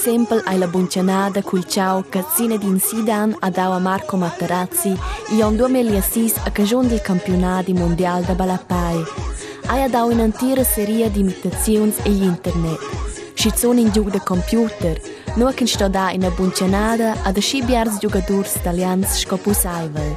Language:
Romansh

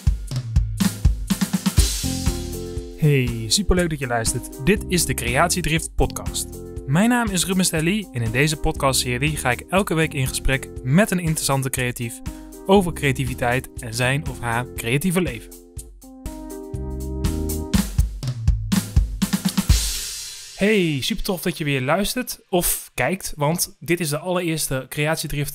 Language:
Dutch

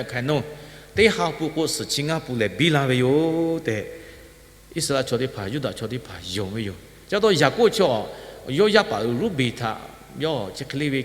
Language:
Lahu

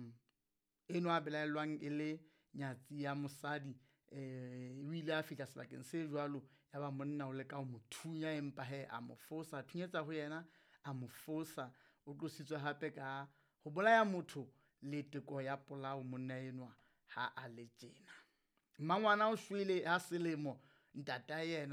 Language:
Southern Sotho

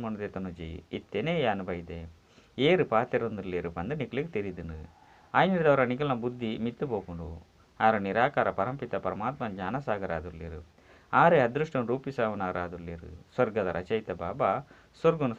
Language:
Tulu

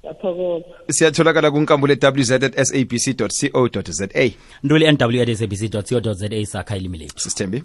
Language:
South Ndebele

